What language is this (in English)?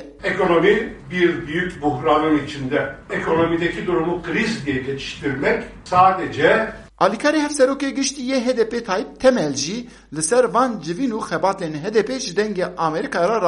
Kurdish